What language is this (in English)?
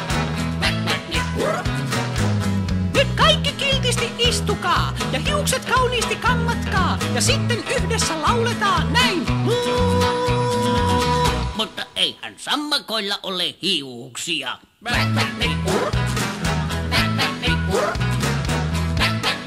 Finnish